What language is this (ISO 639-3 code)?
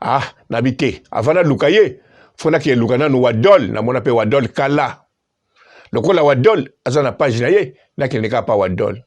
lin